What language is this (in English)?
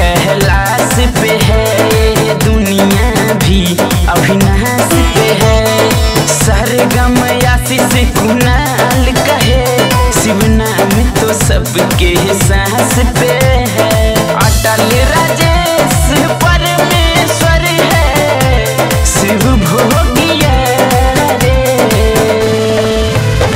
Bhojpuri